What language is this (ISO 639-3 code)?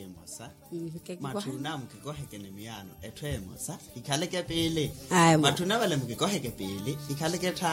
vmw